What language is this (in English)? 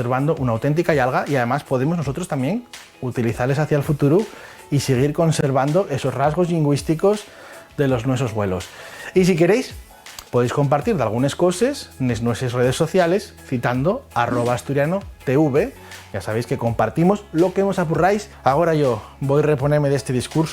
Asturian